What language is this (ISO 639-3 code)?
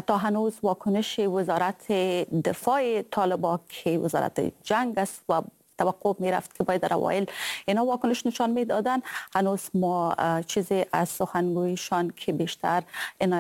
fas